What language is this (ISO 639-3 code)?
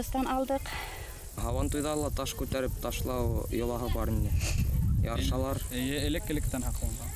bak